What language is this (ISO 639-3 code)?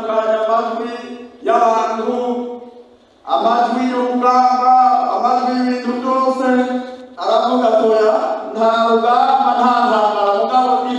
run